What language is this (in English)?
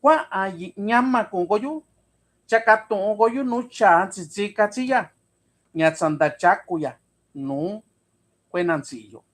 Mixtepec Mixtec